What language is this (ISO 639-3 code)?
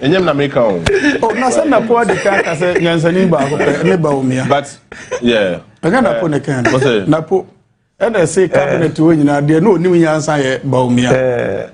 aka